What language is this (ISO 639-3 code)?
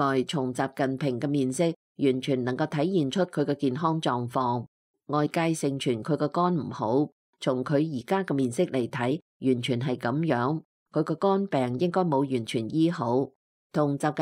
yue